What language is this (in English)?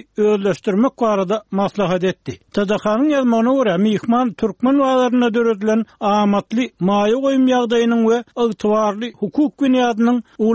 Turkmen